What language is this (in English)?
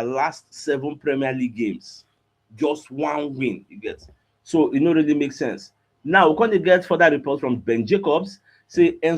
Nigerian Pidgin